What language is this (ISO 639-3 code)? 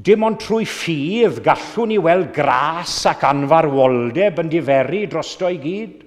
cym